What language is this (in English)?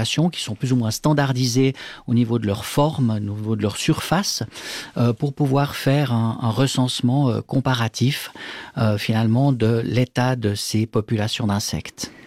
French